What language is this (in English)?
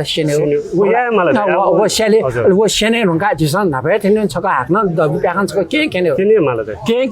Newari